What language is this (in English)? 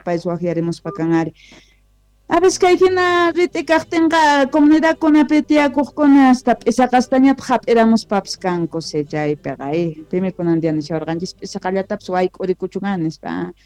South Bolivian Quechua